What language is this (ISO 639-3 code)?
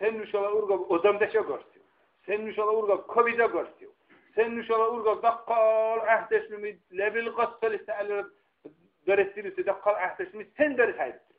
dar